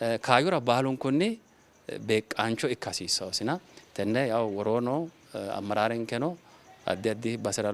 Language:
Sidamo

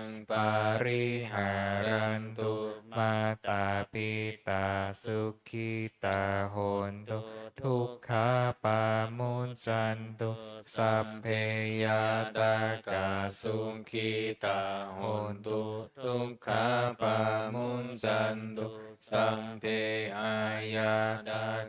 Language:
Pali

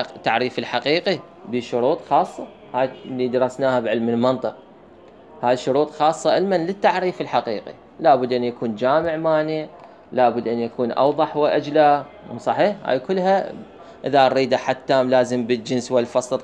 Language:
Mesopotamian Arabic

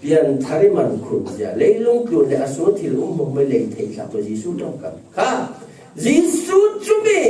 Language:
Falam Chin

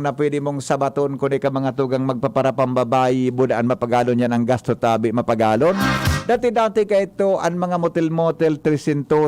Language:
Bikol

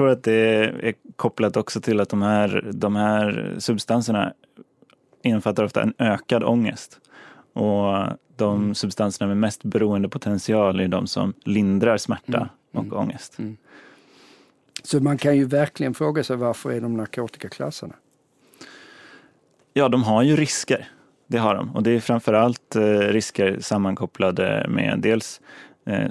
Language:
Swedish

